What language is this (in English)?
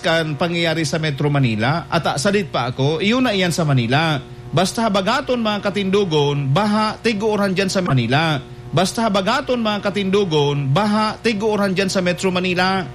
Bikol